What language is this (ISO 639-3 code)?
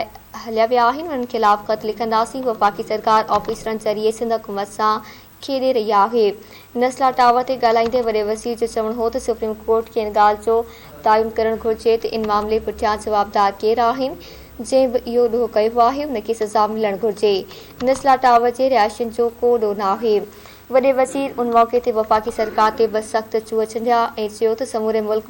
snd